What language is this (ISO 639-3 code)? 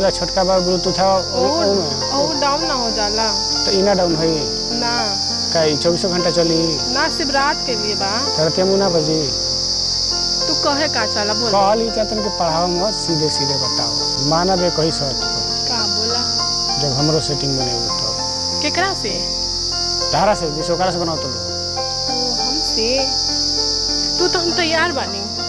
bho